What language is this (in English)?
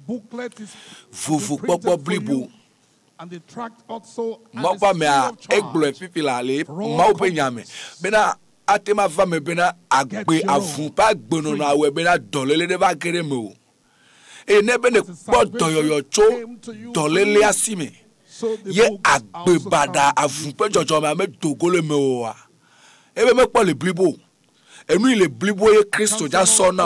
Ewe